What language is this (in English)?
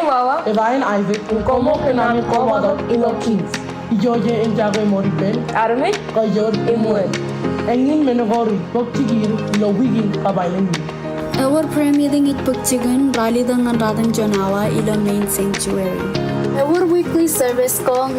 Marshallese